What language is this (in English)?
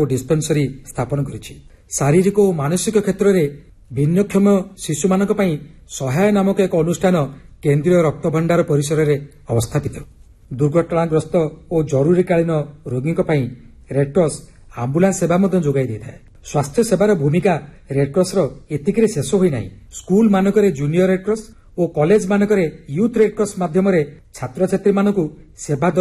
Odia